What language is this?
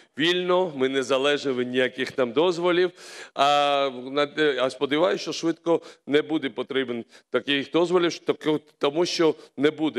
Ukrainian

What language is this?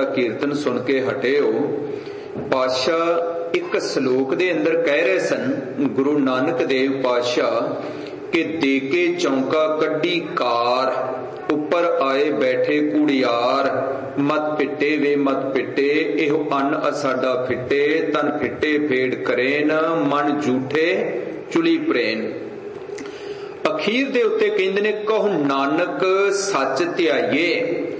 Punjabi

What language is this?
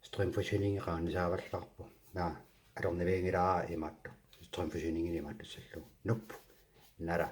Kalaallisut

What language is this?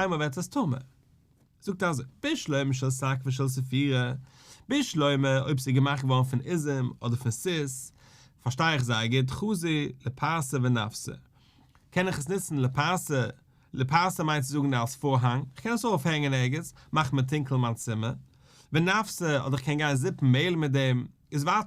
Yiddish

